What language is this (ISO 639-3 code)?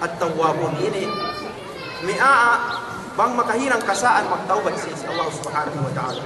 yka